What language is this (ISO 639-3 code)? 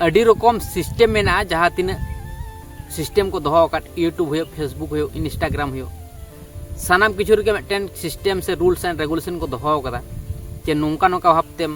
sat